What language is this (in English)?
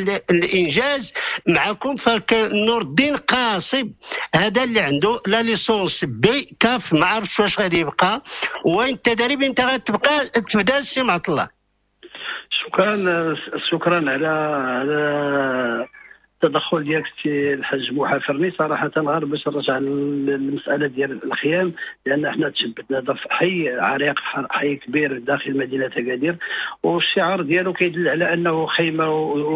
Moroccan Arabic